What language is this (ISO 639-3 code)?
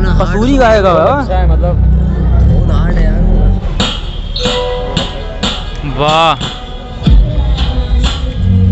hin